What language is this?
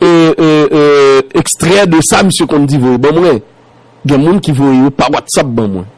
Haitian Creole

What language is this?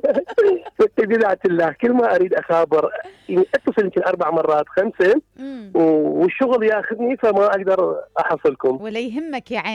Mesopotamian Arabic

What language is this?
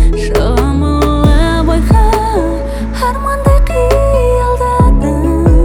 Kazakh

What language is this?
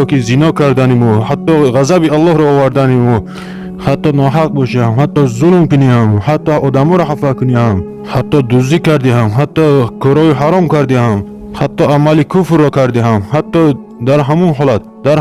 Tajik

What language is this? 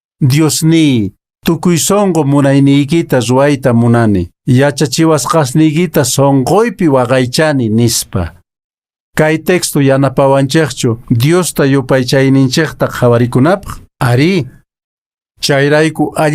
Quechua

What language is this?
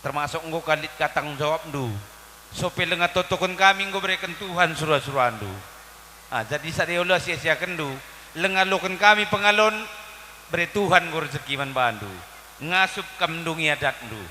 Batak Karo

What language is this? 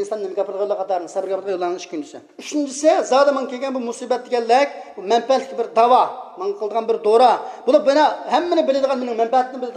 Uyghur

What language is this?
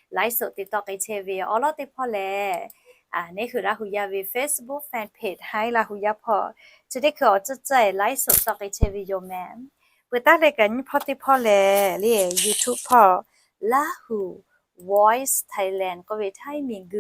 Lahu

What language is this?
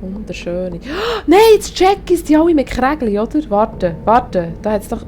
Swiss German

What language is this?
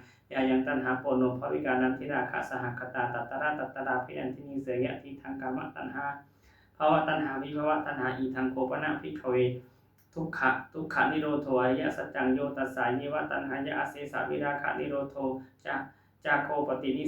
Pali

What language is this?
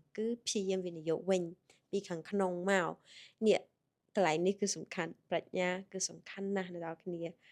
Khmer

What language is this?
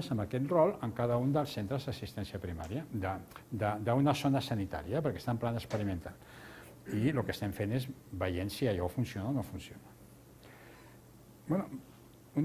Catalan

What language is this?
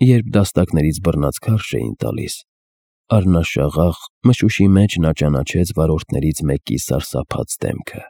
Armenian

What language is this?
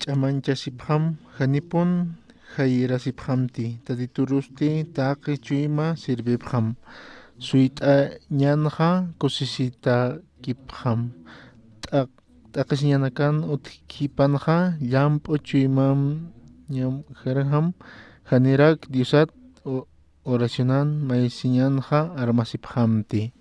Aymara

